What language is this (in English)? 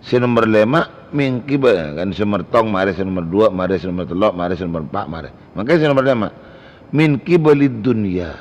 Madurese